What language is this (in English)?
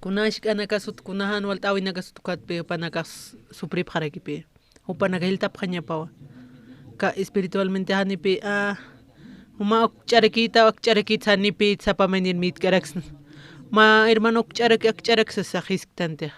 Aymara